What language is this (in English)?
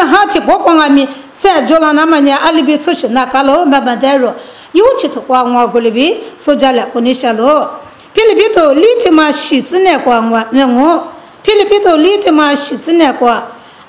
Lisu